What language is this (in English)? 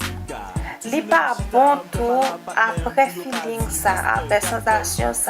Haitian Creole